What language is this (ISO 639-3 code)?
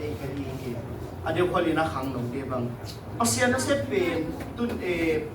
ctd